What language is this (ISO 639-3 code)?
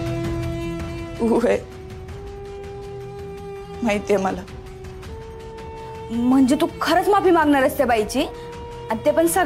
mar